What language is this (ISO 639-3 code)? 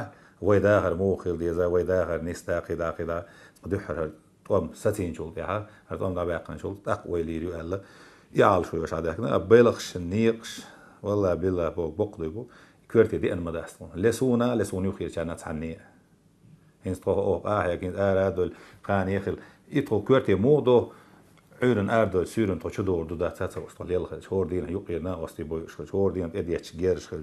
che